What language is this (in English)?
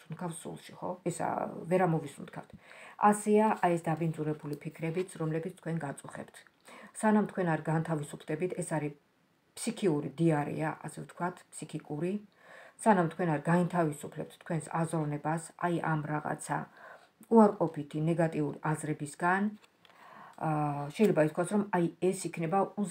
Georgian